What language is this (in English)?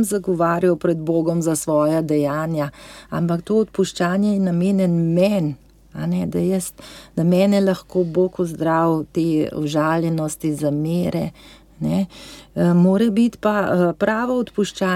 Slovenian